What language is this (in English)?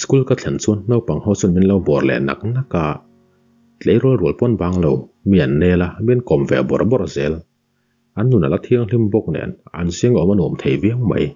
Mizo